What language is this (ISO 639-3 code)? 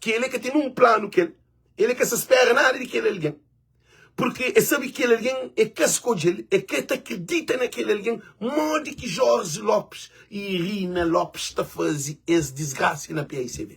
kea